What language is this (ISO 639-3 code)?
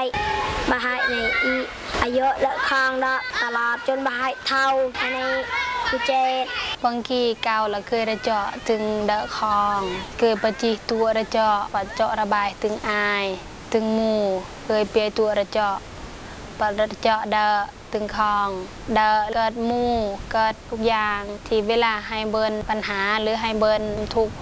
tha